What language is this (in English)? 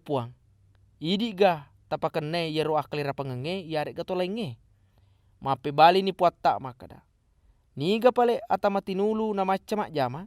Buginese